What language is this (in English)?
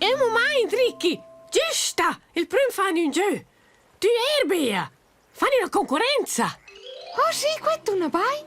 Romansh